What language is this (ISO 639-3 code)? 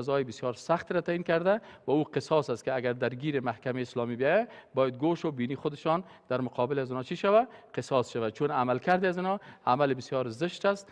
fas